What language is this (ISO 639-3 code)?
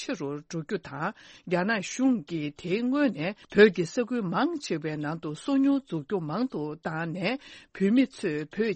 bod